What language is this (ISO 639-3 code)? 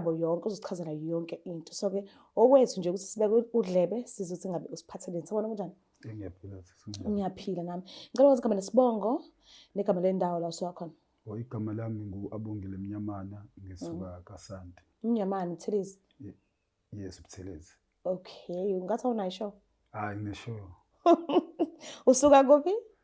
zul